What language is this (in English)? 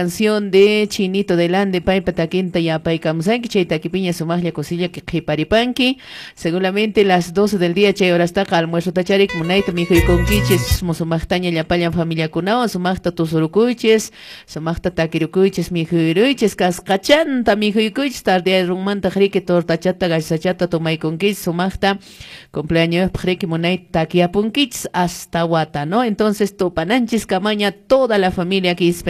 Quechua